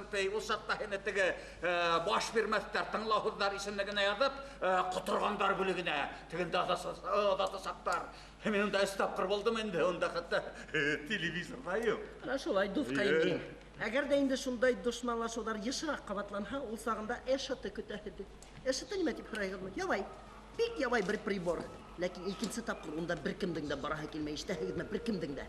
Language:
Bashkir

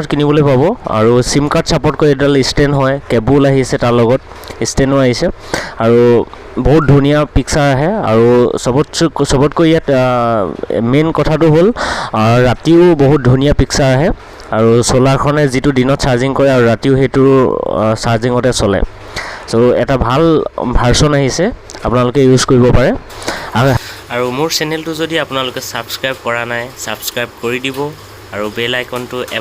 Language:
Assamese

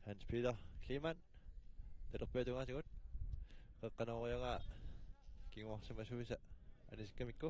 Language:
Kalaallisut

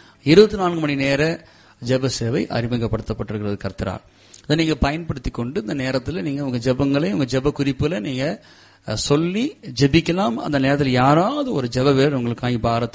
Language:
Tamil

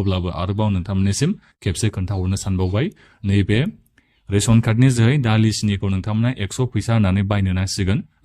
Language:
Bodo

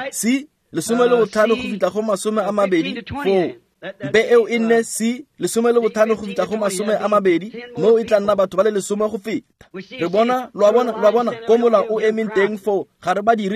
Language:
Tswana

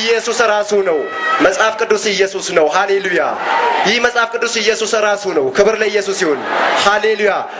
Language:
Amharic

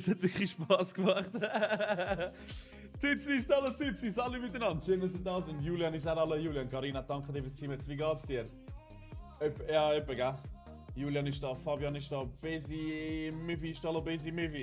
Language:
Swiss German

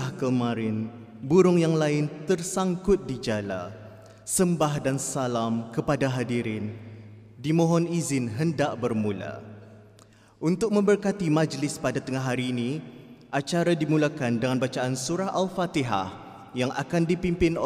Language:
Malay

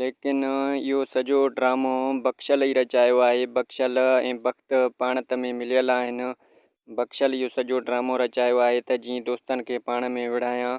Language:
Sindhi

